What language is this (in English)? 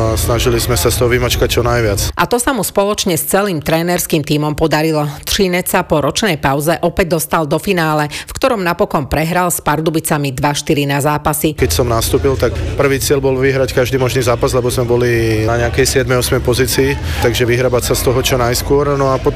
Slovak